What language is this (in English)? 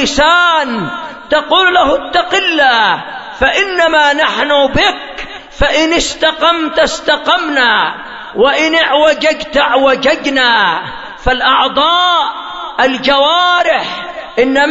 Arabic